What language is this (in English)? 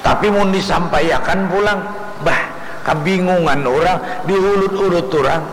Banjar